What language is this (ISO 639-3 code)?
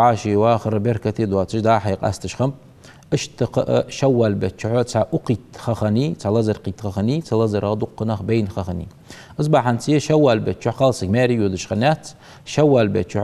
inh